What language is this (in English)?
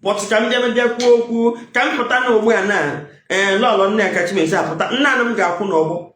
Igbo